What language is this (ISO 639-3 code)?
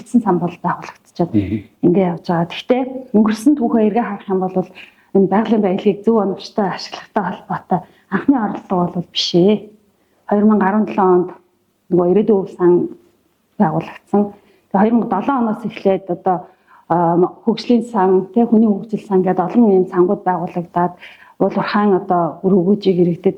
mon